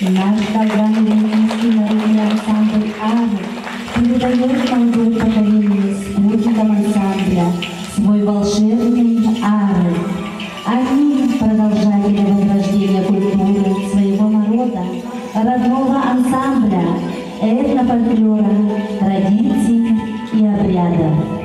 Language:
Yakut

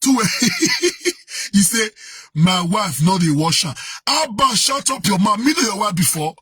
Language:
Nigerian Pidgin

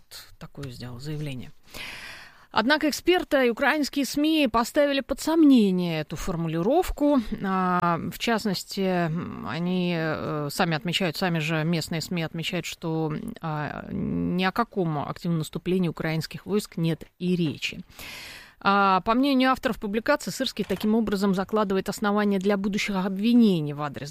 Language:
Russian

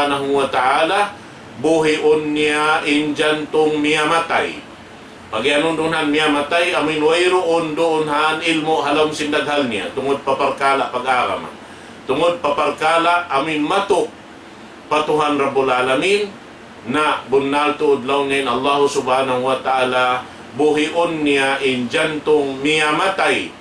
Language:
Tausug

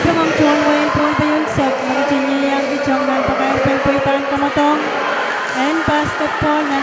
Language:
Pohnpeian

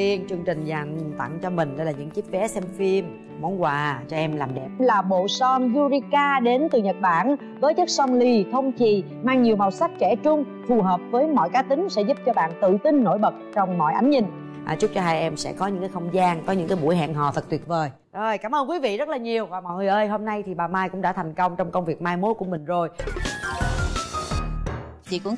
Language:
Vietnamese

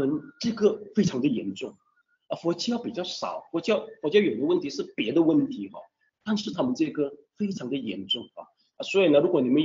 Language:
Chinese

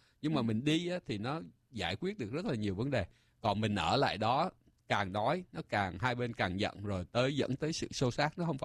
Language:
Vietnamese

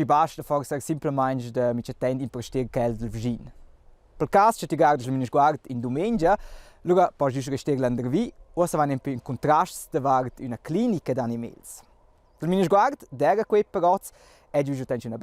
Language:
Romansh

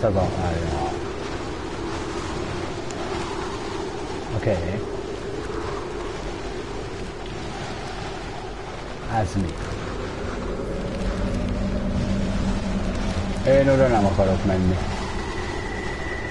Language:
Hungarian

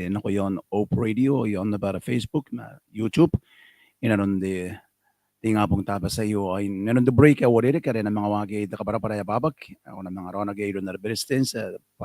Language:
Gilbertese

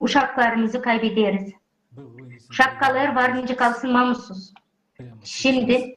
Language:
Gagauz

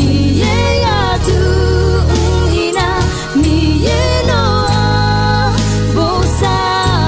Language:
Akha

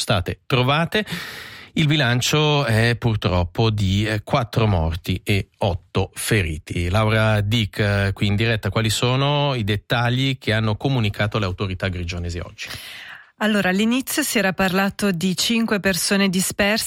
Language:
Italian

